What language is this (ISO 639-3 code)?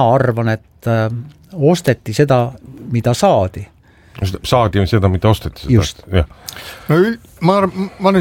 est